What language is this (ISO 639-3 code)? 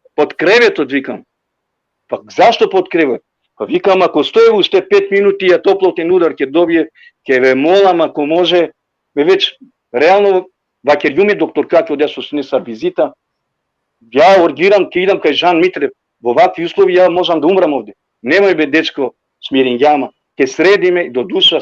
rmn